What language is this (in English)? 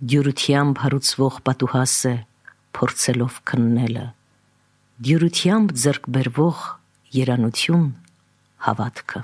Armenian